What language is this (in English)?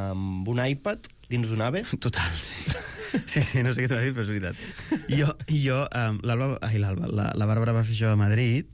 Catalan